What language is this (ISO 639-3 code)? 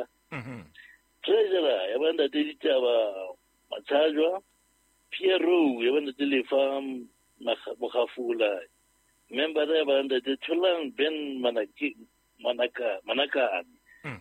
sot